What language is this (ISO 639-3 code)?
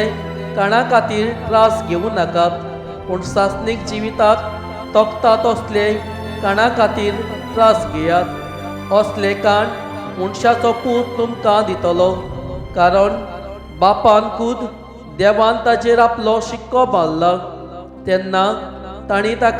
kok